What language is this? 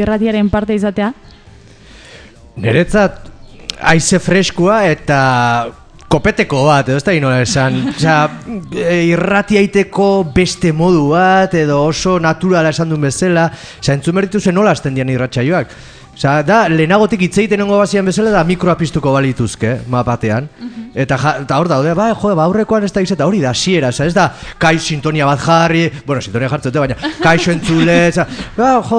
Basque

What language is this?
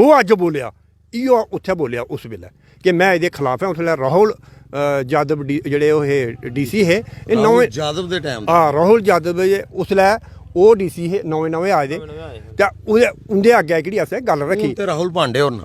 Dogri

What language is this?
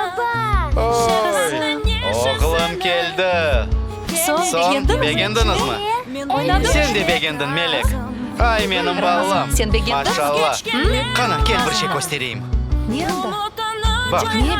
Crimean Tatar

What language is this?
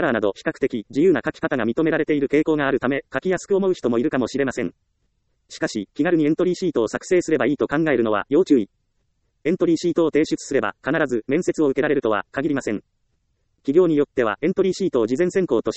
Japanese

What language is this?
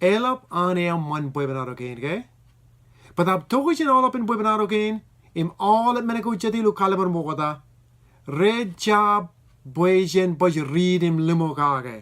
Marshallese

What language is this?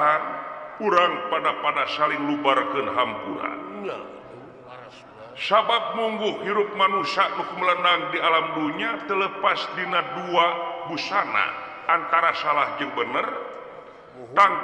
Sundanese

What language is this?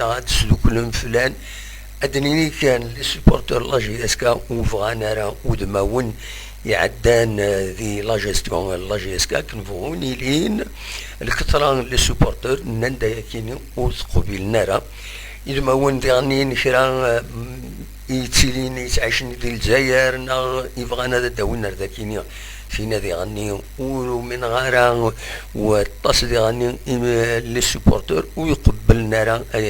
Kabyle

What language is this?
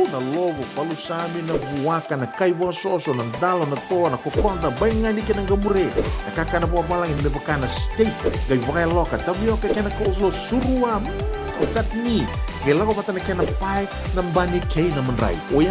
Fijian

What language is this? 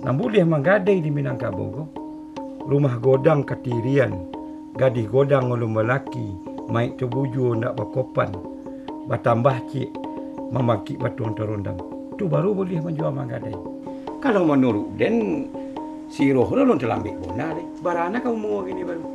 Minangkabau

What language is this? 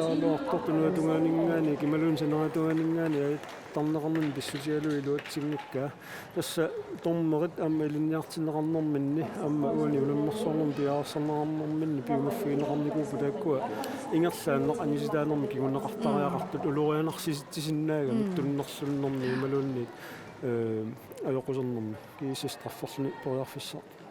Kalaallisut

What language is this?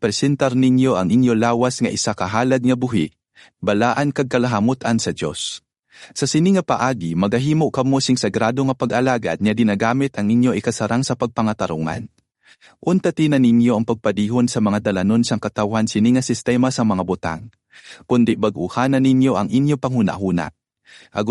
Hiligaynon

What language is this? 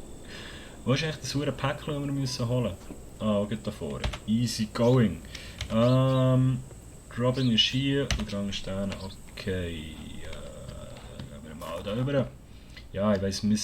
Swiss German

